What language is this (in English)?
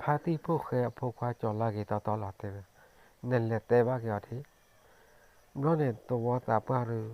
S'gaw Karen